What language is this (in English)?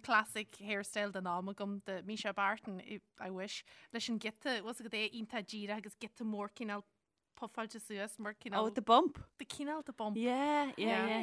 Irish